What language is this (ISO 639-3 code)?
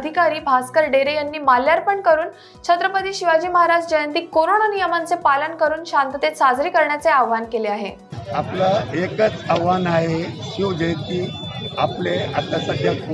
mar